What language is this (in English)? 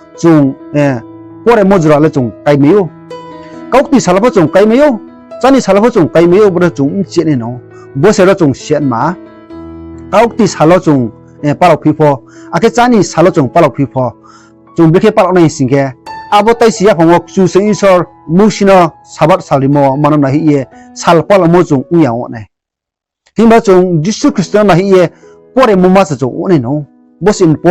Riang (India)